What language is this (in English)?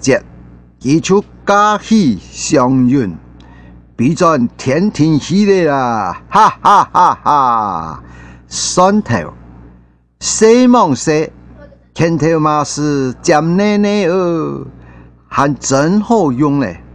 Hakka Chinese